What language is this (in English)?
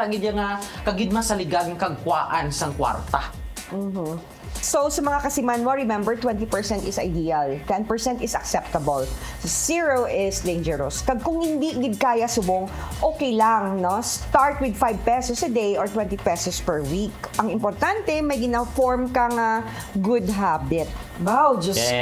Hiligaynon